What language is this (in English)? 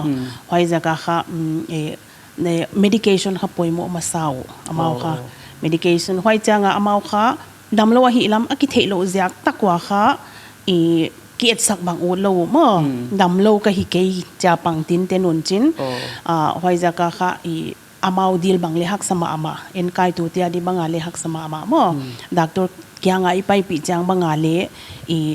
Paite Chin